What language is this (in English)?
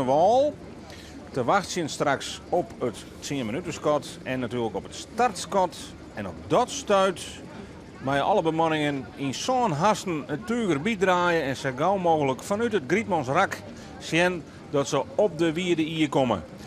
Western Frisian